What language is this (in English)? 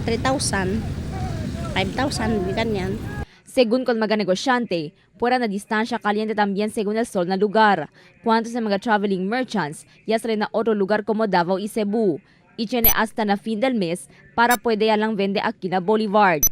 Chavacano